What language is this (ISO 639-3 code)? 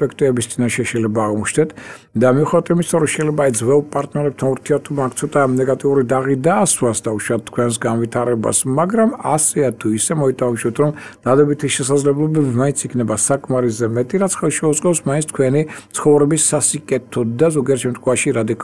kat